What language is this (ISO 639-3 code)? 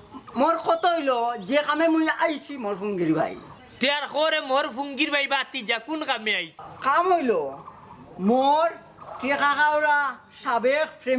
syl